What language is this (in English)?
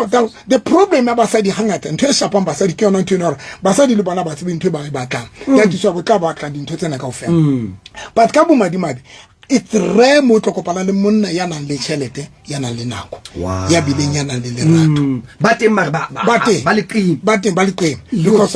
Southern Sotho